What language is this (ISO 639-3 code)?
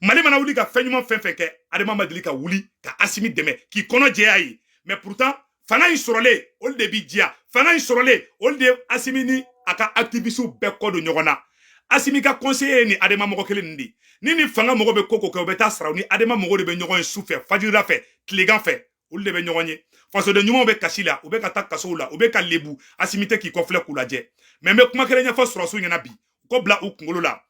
bam